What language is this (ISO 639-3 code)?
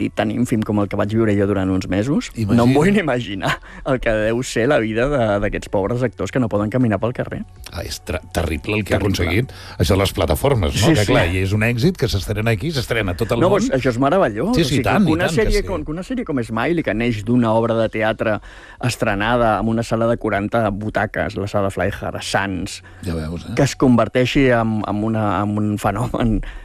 cat